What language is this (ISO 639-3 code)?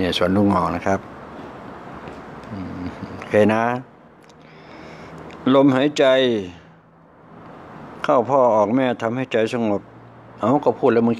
tha